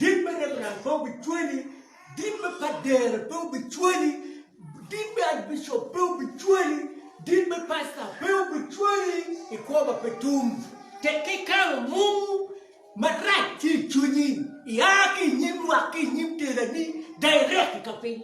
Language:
Acoli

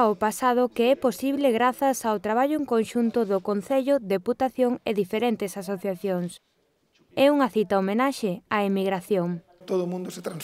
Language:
Galician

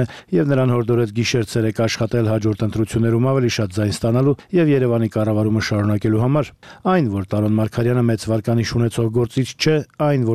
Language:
Armenian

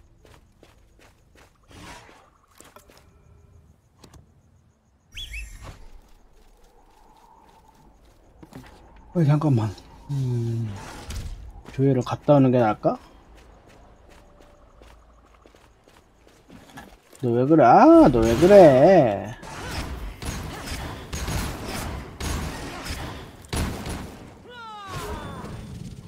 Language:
Korean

